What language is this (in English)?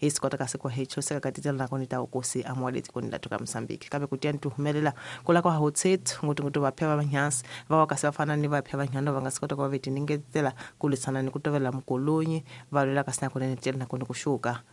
Tsonga